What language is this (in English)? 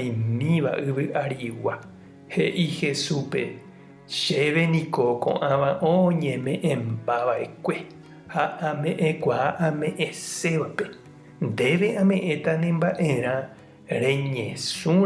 Guarani